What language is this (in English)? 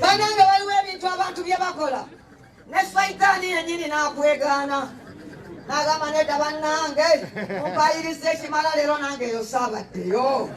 Ganda